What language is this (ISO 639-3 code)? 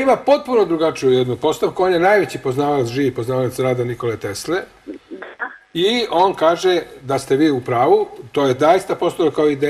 srp